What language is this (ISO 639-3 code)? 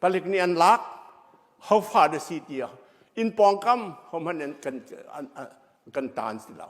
cnh